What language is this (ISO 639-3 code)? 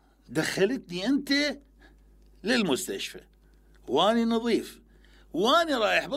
acm